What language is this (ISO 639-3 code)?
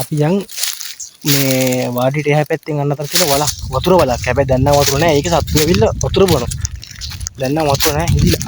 sin